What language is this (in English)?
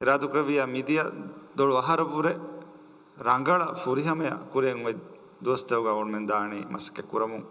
Divehi